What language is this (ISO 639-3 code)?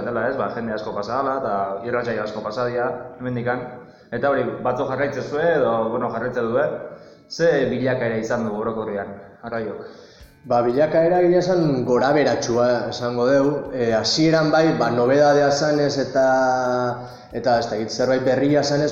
eus